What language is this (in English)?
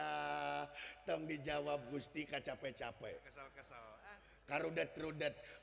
Sundanese